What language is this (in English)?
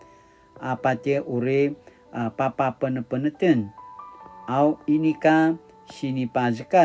Paiwan